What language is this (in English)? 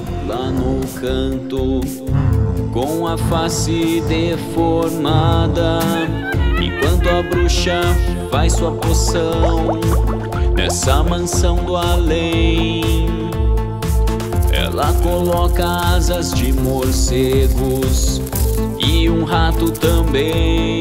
Portuguese